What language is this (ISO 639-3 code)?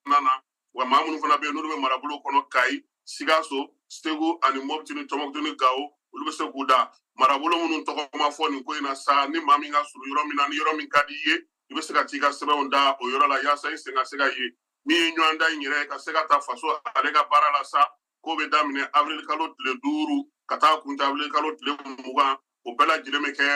bam